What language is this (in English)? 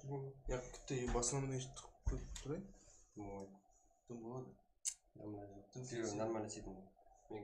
Kara-Kalpak